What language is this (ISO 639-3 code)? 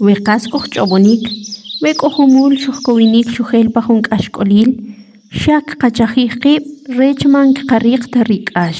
quc